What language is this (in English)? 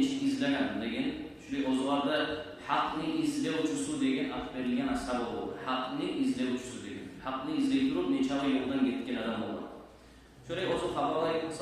Kumyk